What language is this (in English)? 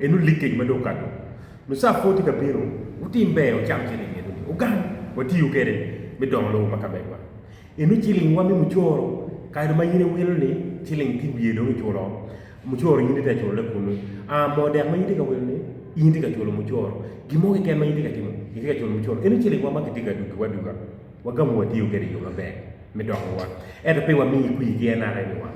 Acoli